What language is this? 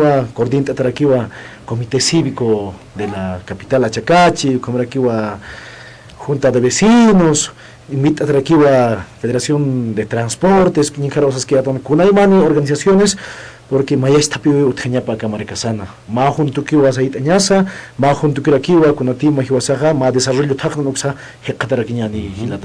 Aymara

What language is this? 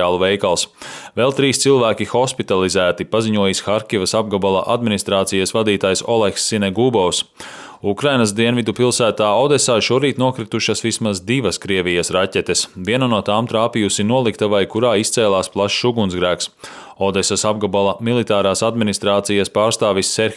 Latvian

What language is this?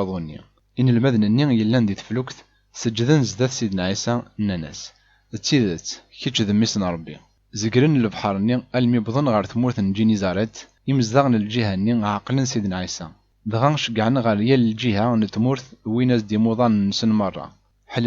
Kabyle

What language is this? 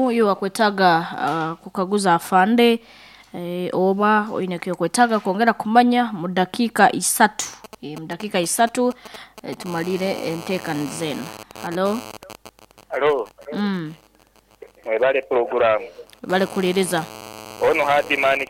Nyankole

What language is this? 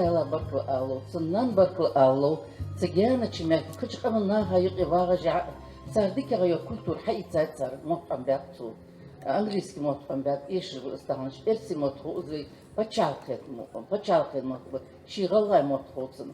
Ingush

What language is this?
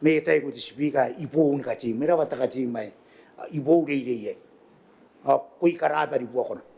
Gilbertese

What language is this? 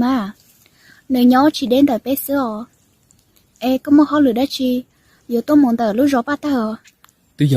Hmong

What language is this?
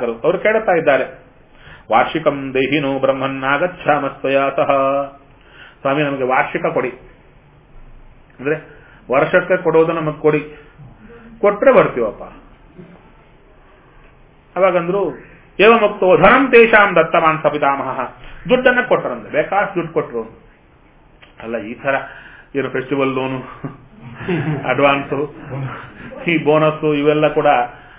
Kannada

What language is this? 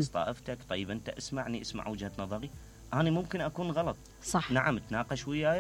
Mesopotamian Arabic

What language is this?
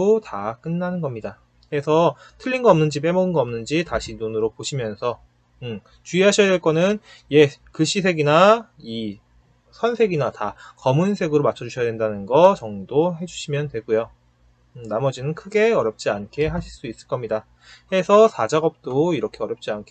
Korean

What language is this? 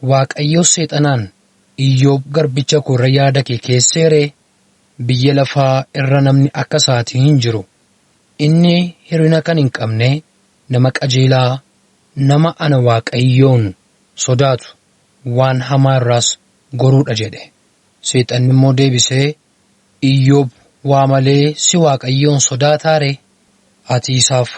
Oromo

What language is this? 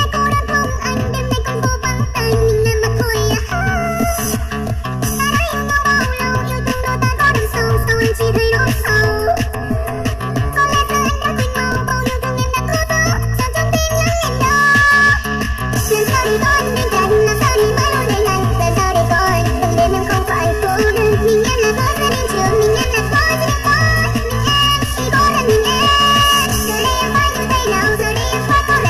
Vietnamese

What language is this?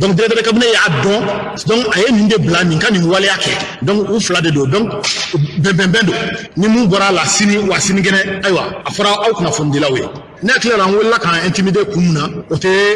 Bambara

